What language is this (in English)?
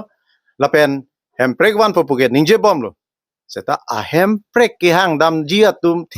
Karbi